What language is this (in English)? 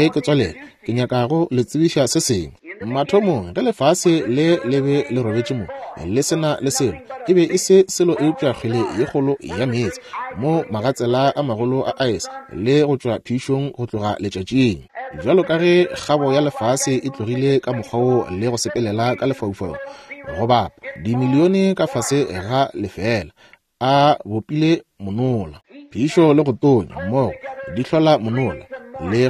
Northern Sotho